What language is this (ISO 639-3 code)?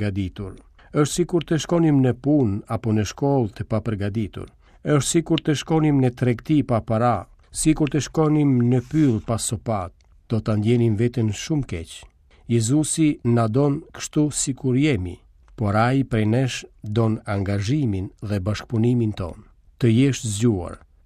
sqi